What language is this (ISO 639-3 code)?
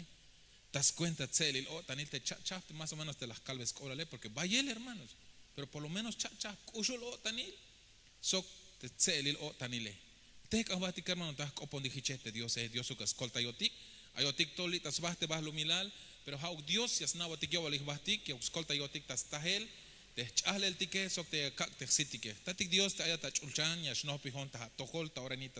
tzh